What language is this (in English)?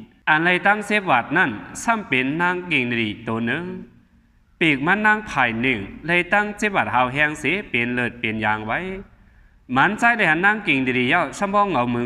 Shan